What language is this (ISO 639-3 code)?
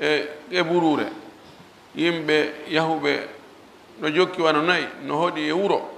ful